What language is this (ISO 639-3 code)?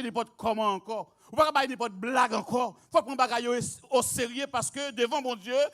hat